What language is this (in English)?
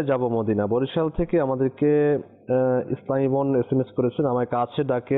Bangla